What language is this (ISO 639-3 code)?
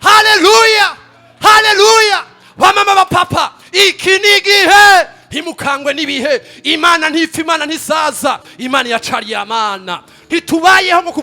run